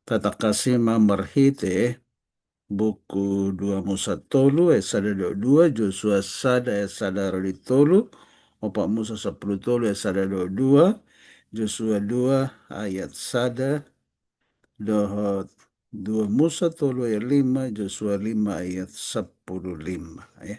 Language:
Batak Toba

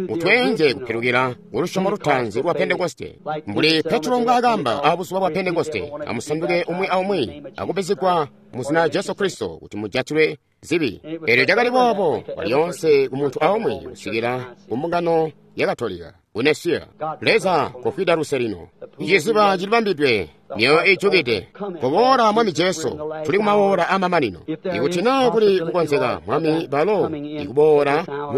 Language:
Tonga (Zambia)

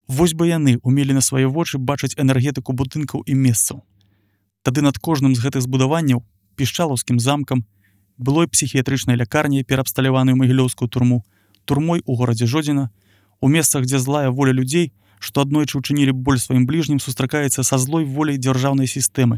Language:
Belarusian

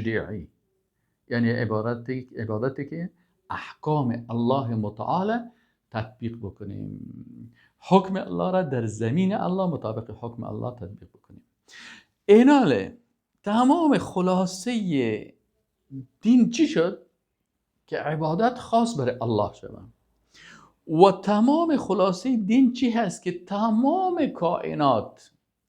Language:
Persian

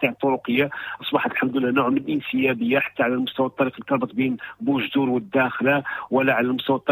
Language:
Moroccan Arabic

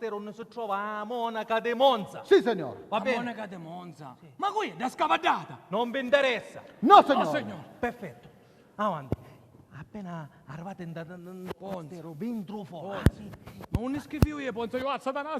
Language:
Sicilian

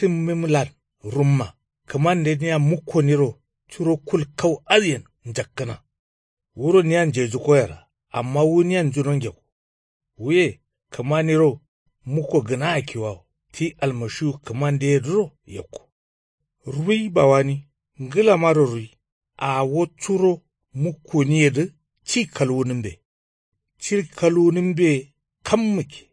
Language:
Kanuri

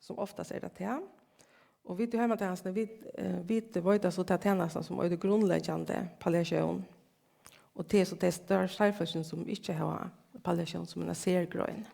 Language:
Faroese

